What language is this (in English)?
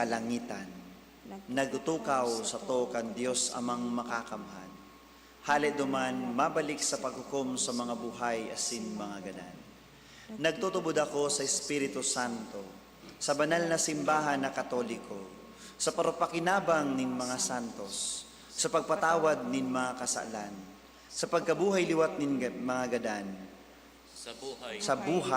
Bikol